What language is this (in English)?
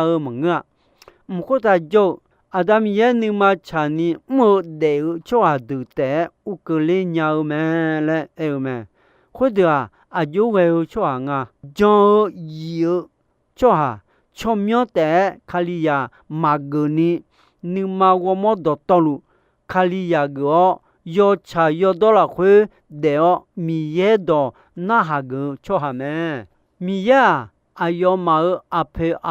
Akha